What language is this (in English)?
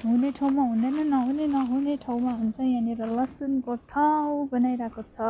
Nepali